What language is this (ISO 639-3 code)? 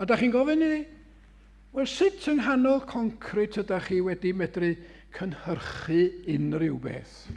cym